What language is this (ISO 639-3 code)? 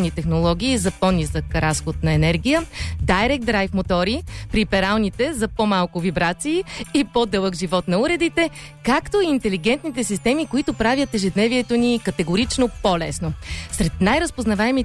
bul